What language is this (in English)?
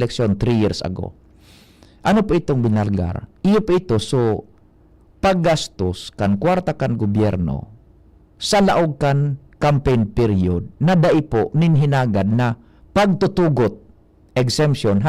Bikol